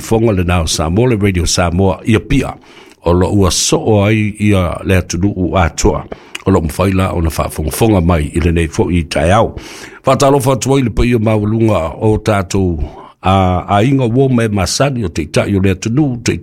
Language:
Samoan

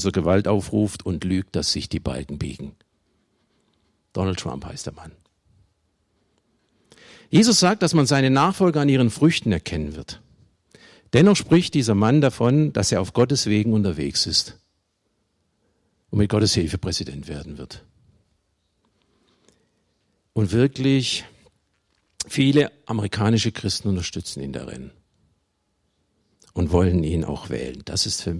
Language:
German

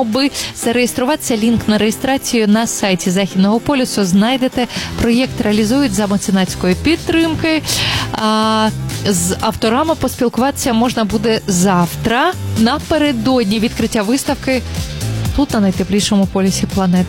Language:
Ukrainian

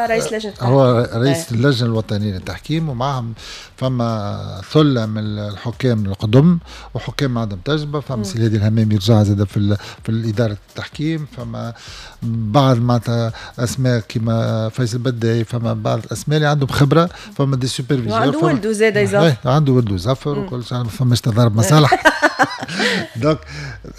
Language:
Tunisian Arabic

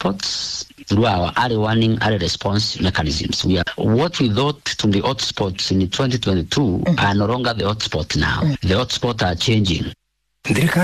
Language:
Kikuyu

